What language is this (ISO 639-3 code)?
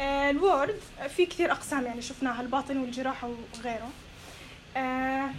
apc